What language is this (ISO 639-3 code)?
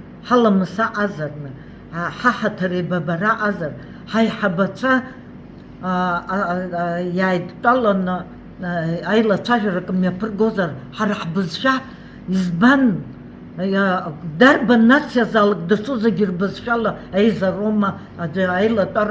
abk